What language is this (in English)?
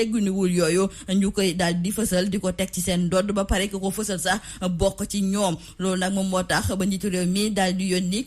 Wolof